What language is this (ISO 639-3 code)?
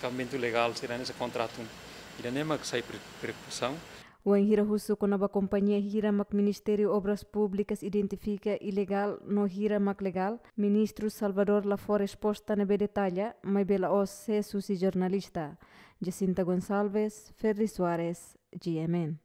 tet